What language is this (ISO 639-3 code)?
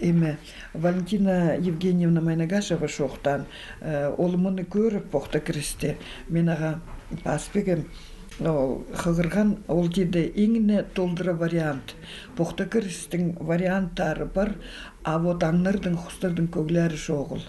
kjh